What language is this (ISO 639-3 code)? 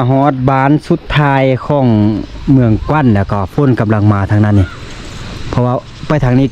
lao